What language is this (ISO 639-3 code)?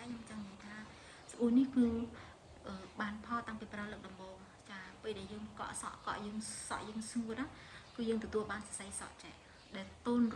khm